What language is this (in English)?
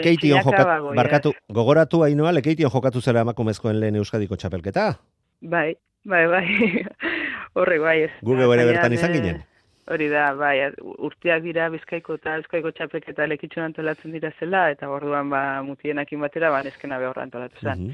Basque